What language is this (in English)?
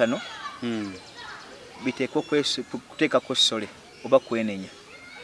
Ganda